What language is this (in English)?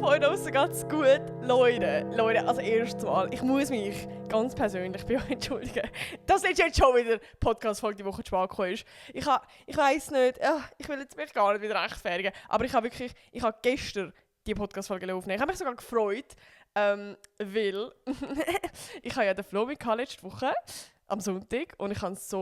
Swiss German